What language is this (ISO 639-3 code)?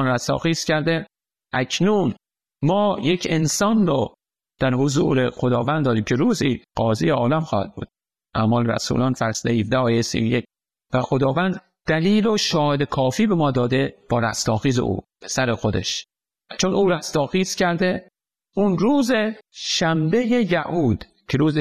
fas